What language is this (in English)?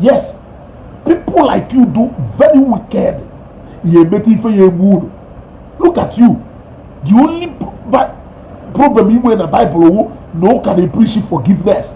Igbo